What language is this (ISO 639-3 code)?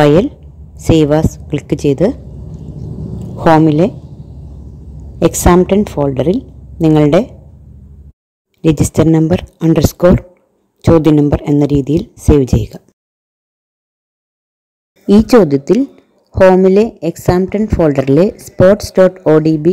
mal